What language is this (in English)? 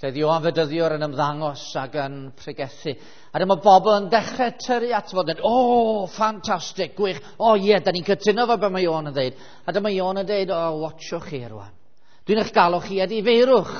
Welsh